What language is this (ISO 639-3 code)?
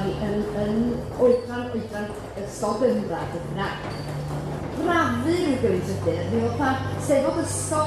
cym